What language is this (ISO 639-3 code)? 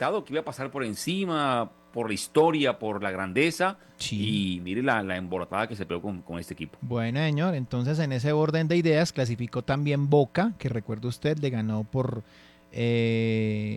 spa